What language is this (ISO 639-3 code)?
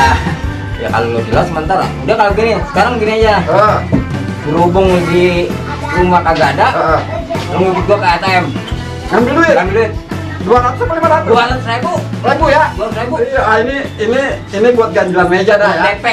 bew